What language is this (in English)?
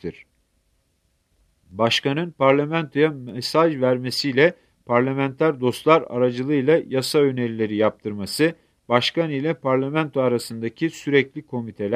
Turkish